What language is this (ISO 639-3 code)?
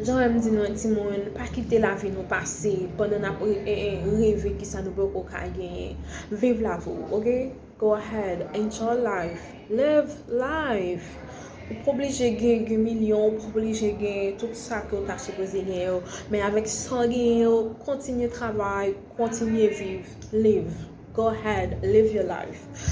hat